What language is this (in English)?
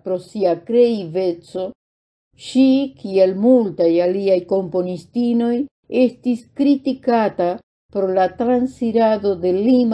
Esperanto